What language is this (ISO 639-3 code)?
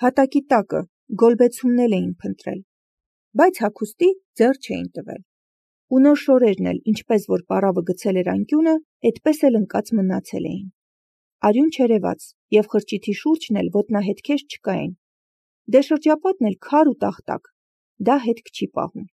hye